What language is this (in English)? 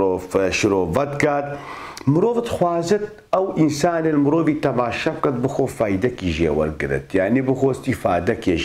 Kurdish